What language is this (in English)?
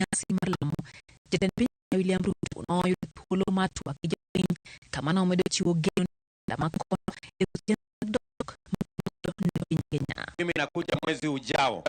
Luo (Kenya and Tanzania)